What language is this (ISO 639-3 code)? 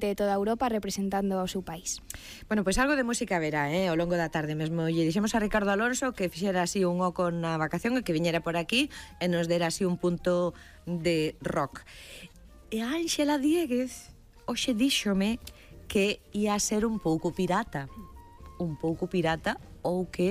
glg